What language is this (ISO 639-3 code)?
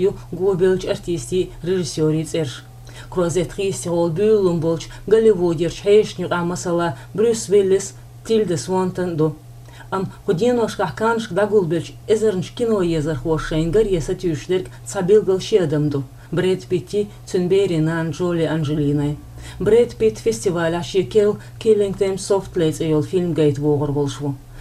che